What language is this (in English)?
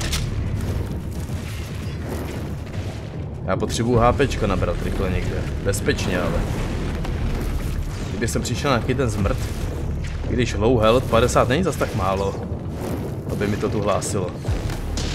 Czech